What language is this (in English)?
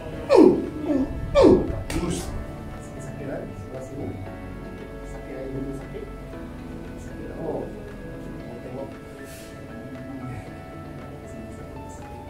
Malay